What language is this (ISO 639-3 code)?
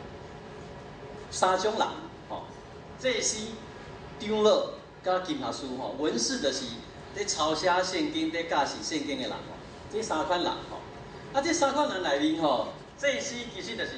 nan